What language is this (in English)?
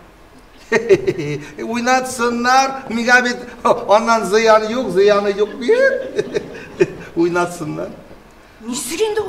Bashkir